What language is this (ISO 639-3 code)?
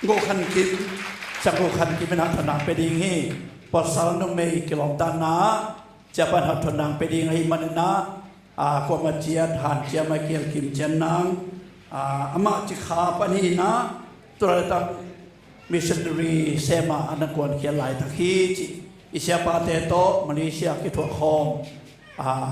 ctd